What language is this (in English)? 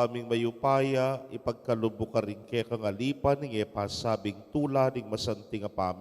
Pampanga